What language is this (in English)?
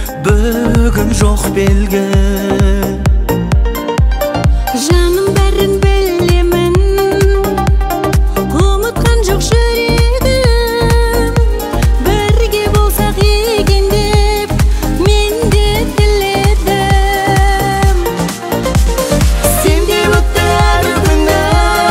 Kazakh